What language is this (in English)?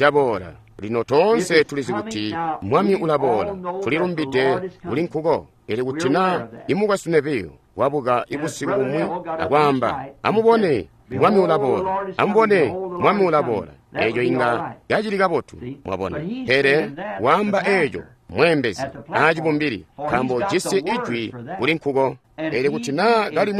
Tonga (Zambia)